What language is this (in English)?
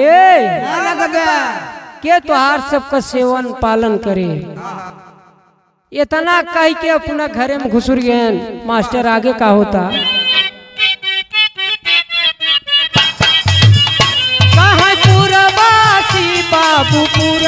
Bhojpuri